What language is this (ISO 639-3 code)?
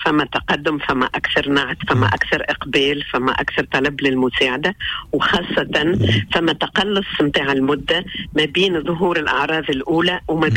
aeb